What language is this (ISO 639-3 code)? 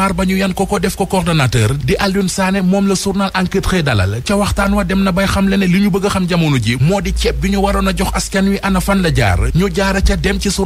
wol